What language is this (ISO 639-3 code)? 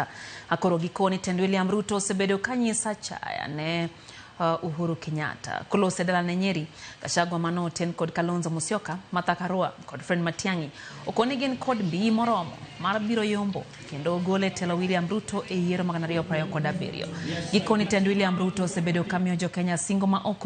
luo